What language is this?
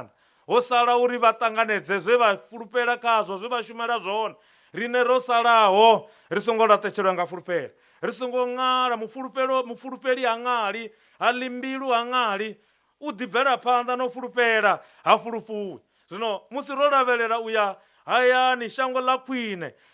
Venda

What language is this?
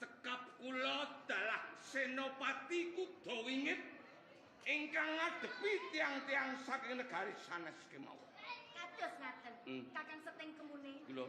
Javanese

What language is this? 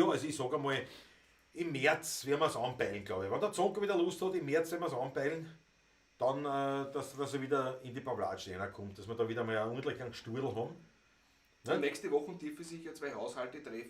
Bavarian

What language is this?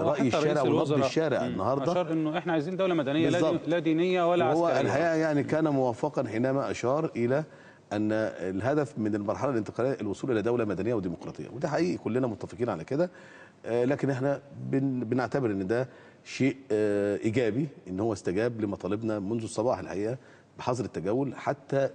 Egyptian Arabic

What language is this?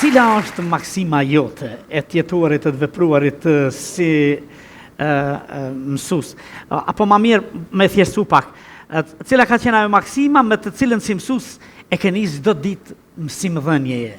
Albanian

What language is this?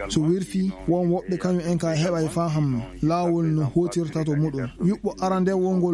Maasina Fulfulde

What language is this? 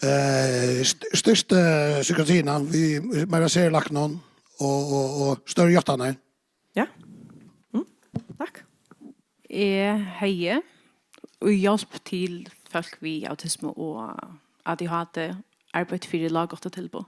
Faroese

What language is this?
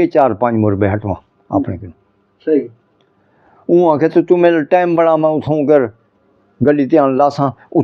Saraiki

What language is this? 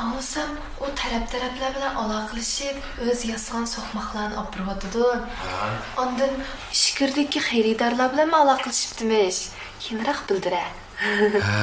Uyghur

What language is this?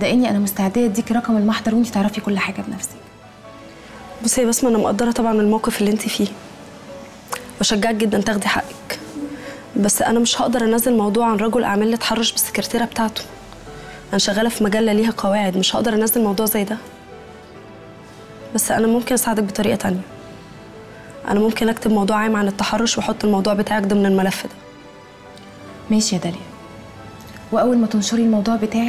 Egyptian Arabic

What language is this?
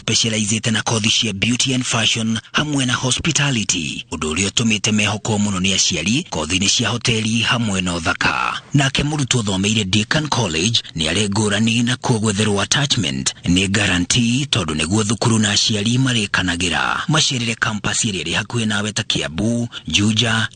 Kikuyu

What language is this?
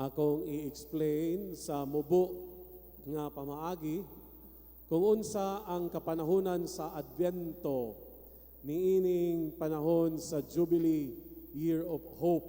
Cebuano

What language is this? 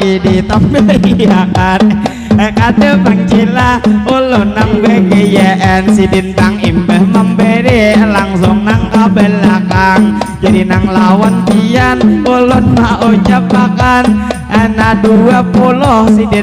Banjar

